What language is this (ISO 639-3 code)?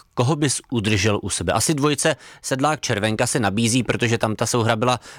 ces